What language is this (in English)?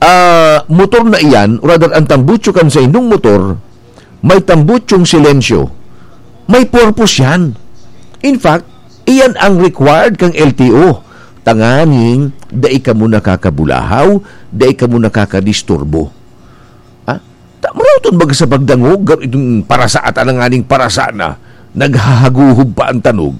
Bikol